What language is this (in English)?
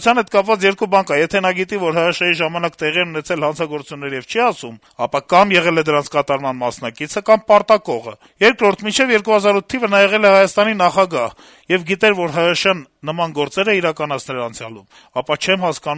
Armenian